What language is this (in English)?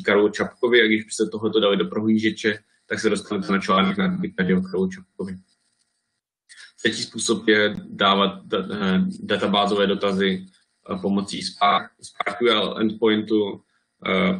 Czech